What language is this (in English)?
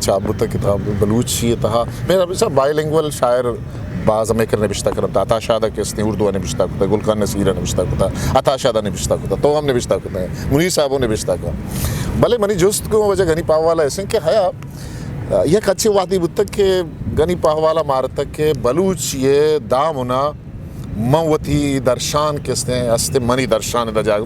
Eastern Balochi